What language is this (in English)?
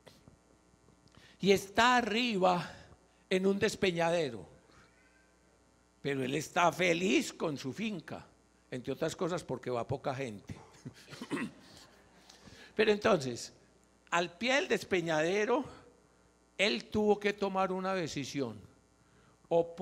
Spanish